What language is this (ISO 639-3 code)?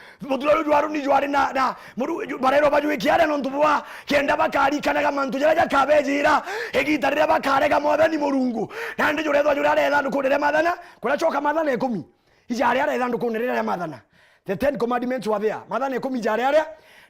mer